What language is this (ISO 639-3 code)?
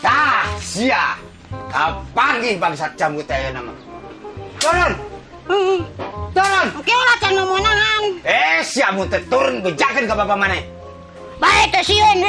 sun